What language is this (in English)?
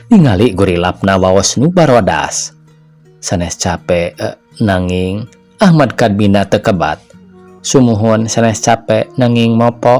Sundanese